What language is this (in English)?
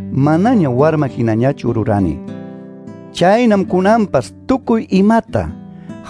Ayacucho Quechua